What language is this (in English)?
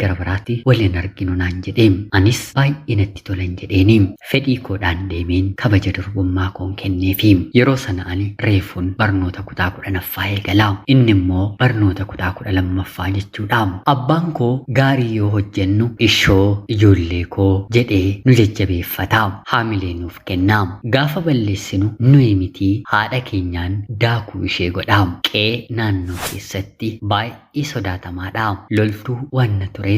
Oromo